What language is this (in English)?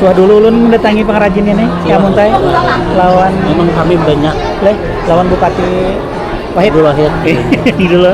Banjar